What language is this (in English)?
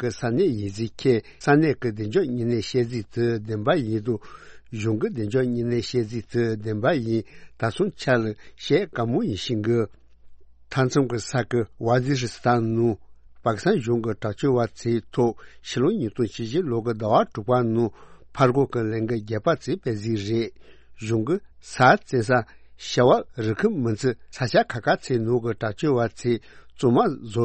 Tibetan